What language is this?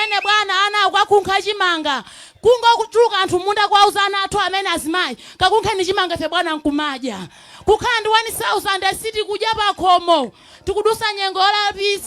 Nyanja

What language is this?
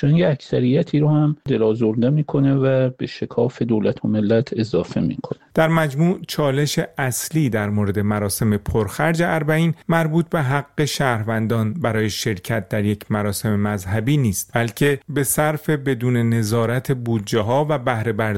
Persian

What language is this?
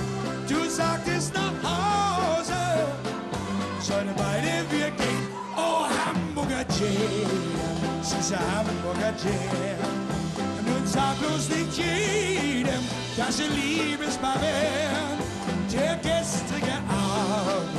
German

